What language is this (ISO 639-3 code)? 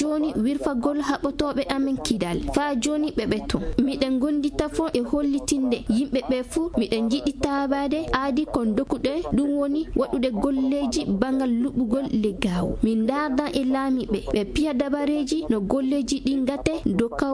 ffm